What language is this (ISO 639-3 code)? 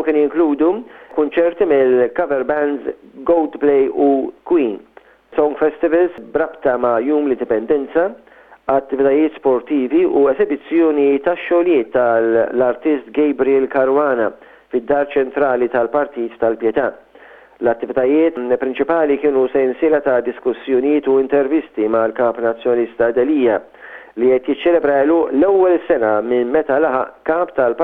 mlt